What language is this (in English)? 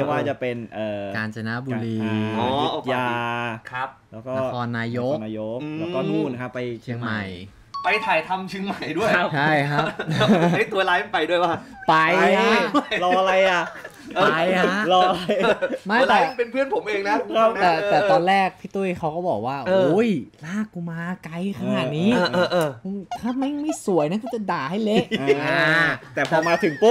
Thai